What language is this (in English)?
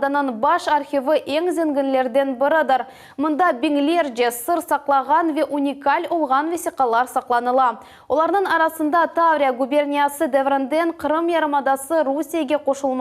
Crimean Tatar